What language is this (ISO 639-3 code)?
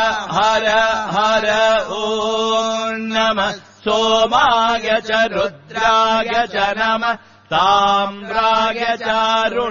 san